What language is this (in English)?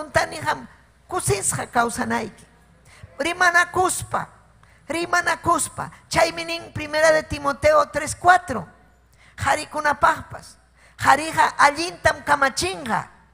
Ayacucho Quechua